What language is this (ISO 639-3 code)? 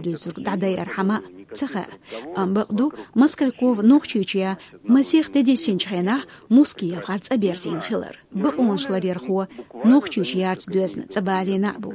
che